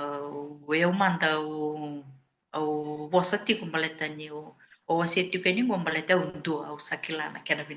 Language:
Fijian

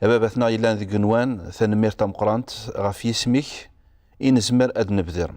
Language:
Kabyle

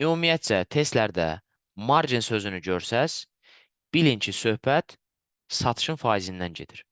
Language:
Azerbaijani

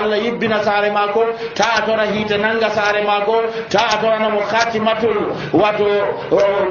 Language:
Nigerian Fulfulde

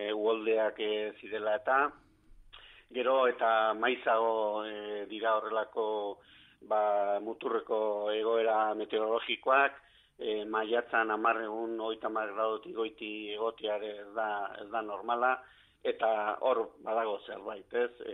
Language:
Basque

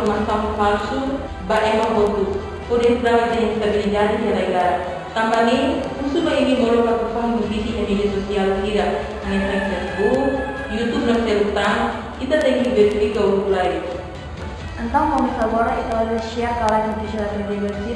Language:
Tetum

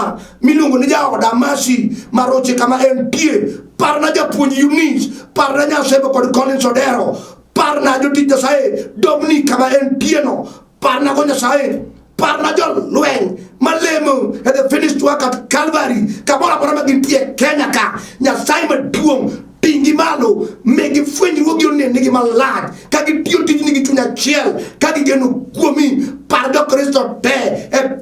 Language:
Luo (Kenya and Tanzania)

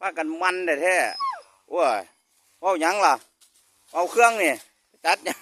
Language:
Northeastern Thai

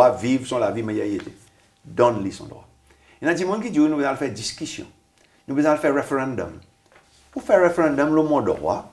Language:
Seselwa Creole French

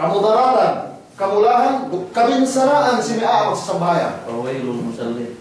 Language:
Yakan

